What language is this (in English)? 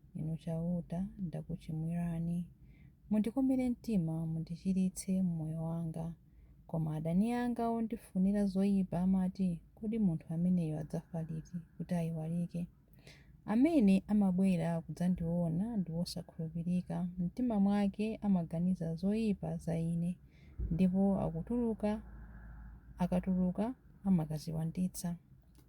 Nyanja